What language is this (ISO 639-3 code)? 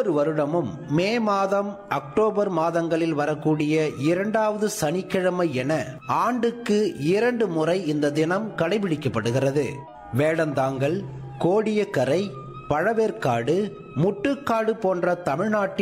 tam